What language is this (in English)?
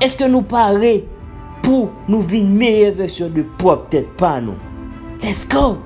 Haitian Creole